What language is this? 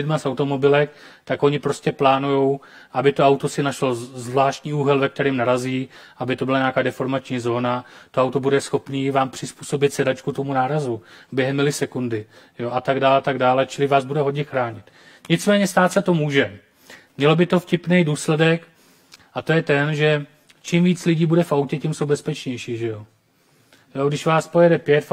Czech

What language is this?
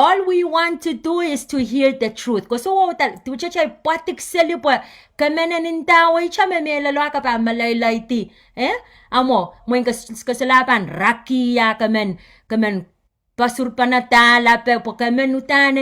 Pohnpeian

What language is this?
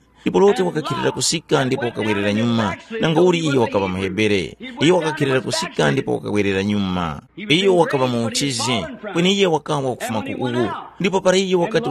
Tumbuka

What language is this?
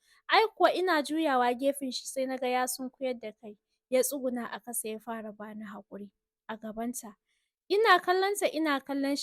Hausa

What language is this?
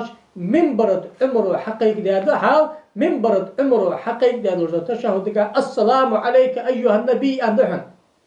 Ingush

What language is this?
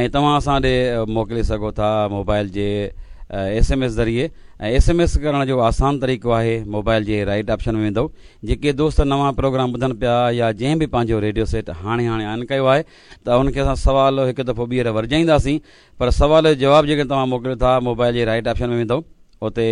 Sindhi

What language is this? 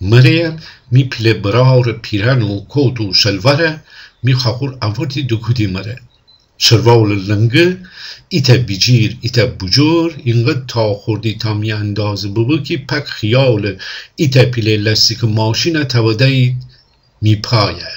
Gilaki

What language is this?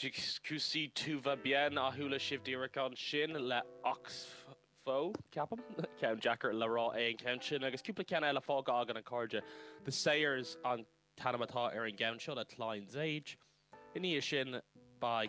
Irish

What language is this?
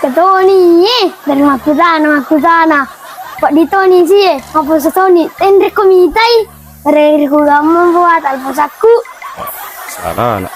Buginese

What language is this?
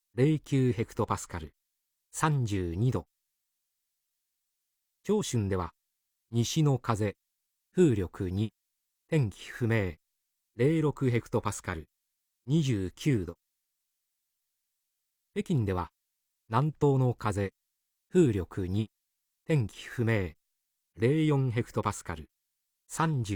Japanese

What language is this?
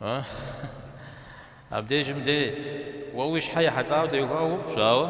Kabardian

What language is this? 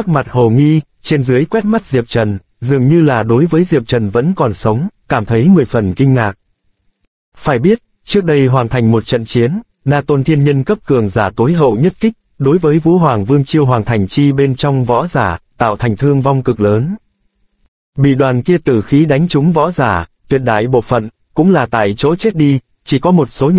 Vietnamese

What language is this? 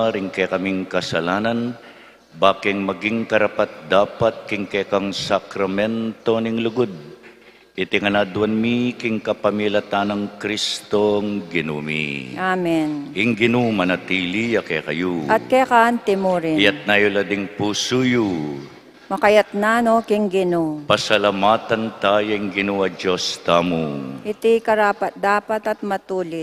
Pampanga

